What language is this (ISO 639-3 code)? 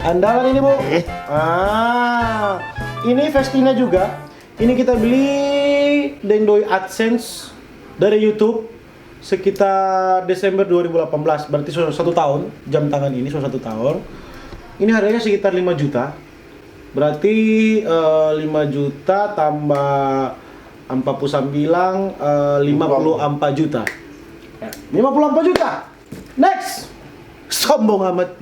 xmm